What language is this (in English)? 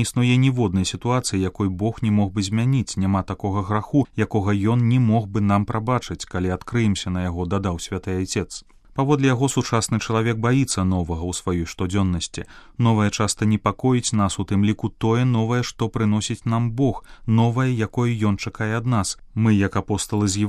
Belarusian